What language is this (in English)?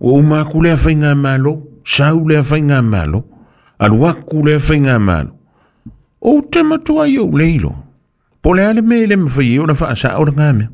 Samoan